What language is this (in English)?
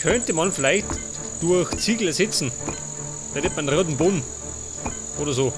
Bavarian